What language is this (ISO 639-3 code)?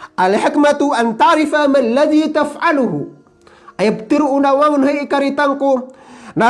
mrw